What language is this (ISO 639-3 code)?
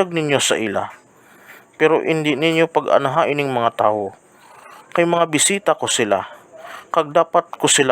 hil